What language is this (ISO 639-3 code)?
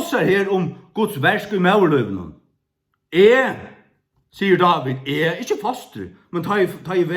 fao